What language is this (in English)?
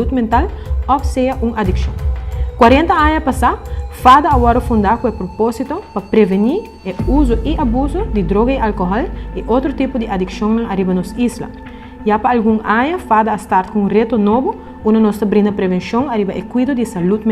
Papiamento